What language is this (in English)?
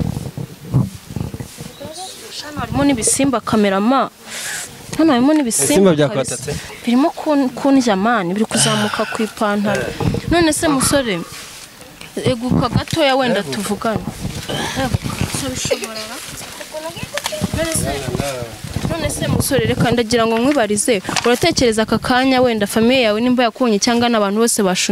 Kinyarwanda